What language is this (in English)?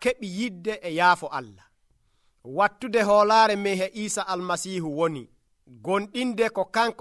Nigerian Fulfulde